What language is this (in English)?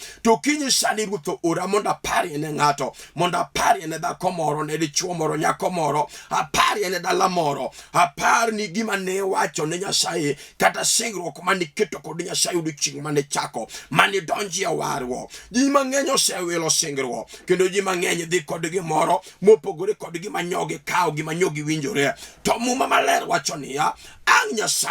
Luo (Kenya and Tanzania)